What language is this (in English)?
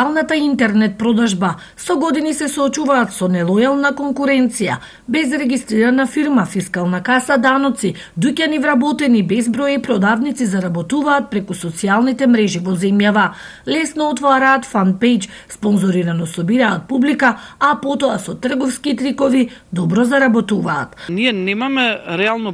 Macedonian